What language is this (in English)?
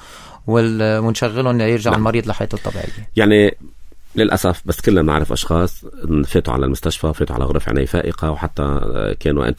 North Levantine Arabic